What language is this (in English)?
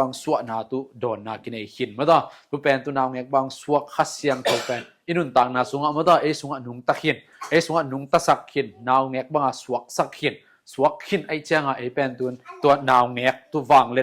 Tedim Chin